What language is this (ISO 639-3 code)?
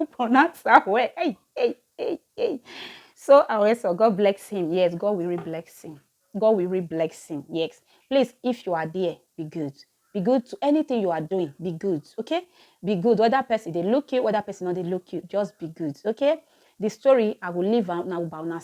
pcm